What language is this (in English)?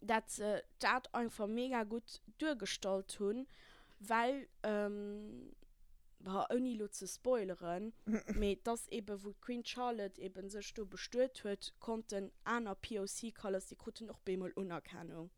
Luxembourgish